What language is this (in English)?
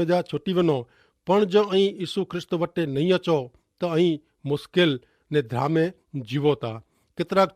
Kachhi